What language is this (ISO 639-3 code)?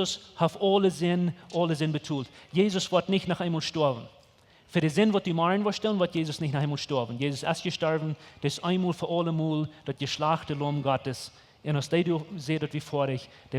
pdt